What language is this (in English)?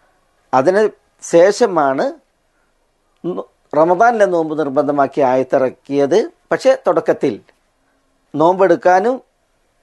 Malayalam